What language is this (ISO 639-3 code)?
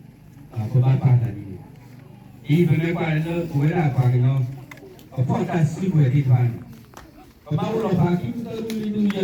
ksw